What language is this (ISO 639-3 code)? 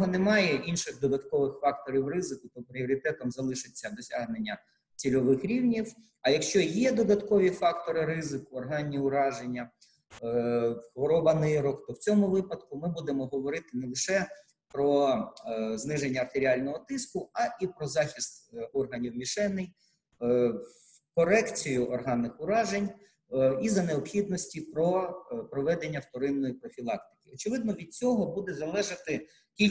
ukr